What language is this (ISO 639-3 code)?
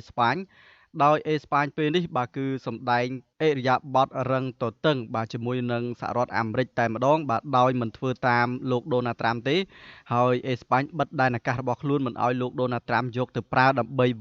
khm